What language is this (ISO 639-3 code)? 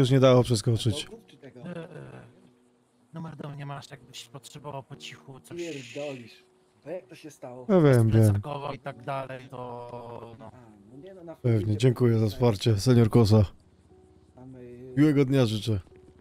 pol